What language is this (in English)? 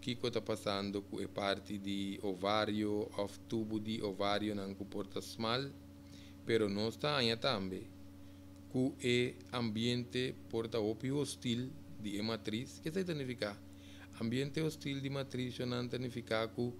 Papiamento